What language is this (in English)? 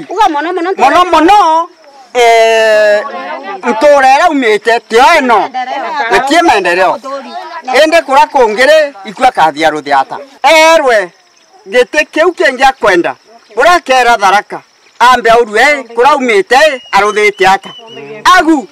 Meru